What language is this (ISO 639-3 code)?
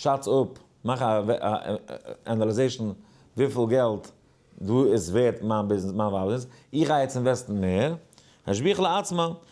yid